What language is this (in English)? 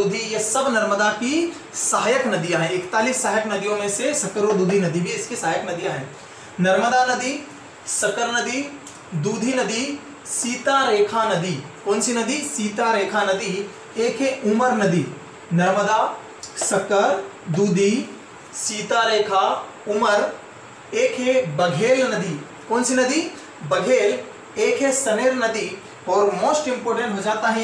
Hindi